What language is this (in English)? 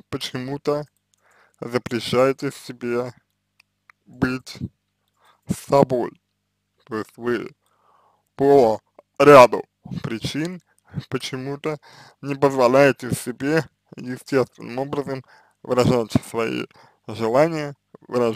Russian